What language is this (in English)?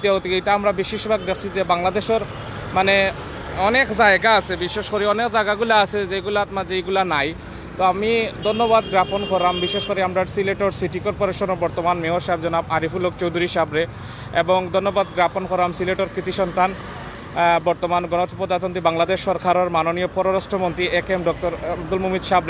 Sylheti